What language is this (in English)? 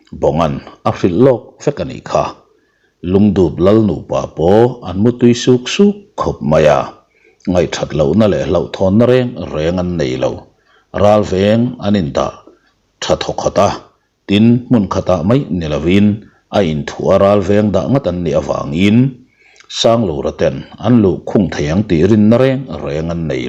Mizo